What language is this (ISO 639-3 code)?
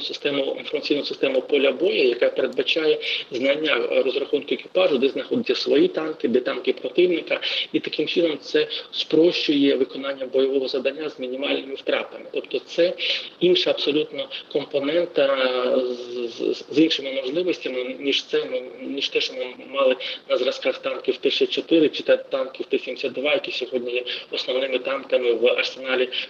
ukr